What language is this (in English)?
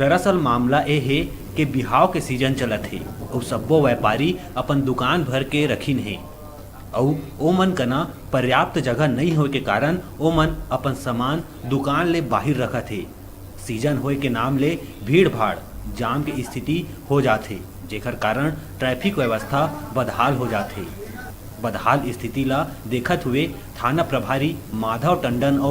Chhattisgarhi